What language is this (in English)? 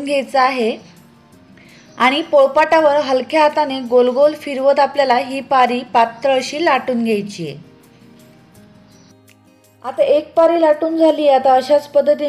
Marathi